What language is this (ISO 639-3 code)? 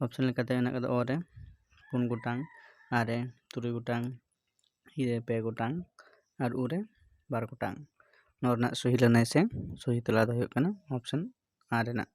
sat